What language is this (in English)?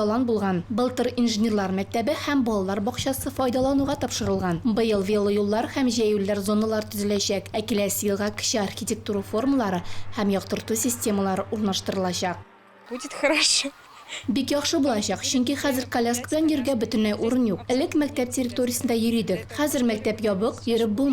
Tatar